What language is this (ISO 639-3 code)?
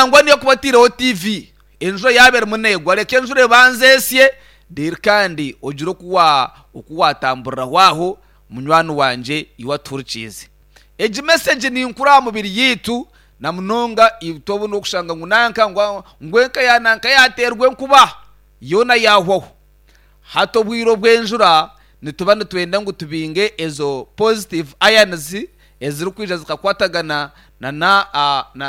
nyn